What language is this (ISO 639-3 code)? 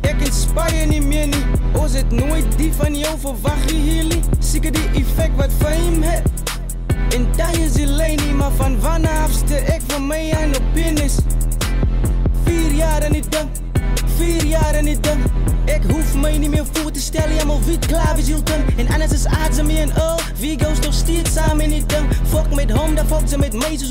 afr